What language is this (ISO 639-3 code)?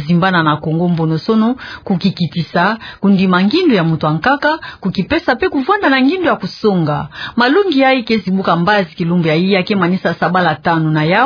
ktu